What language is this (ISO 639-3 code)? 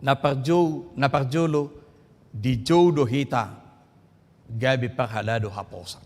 bbc